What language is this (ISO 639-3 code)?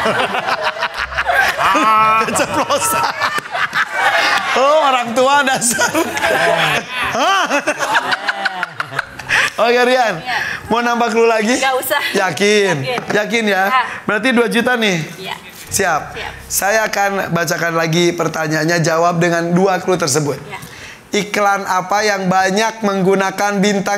ind